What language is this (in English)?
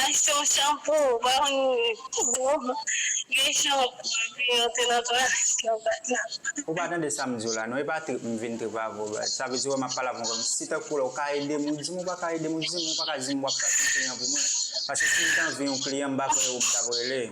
Haitian Creole